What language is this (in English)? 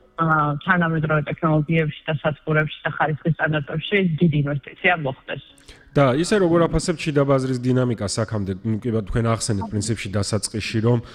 Georgian